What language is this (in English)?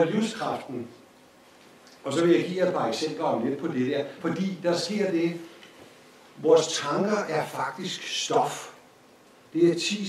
Danish